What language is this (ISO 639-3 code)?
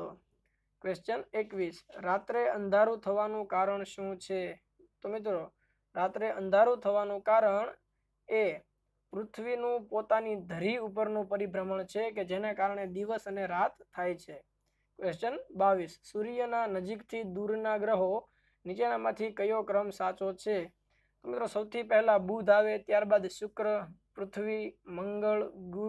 guj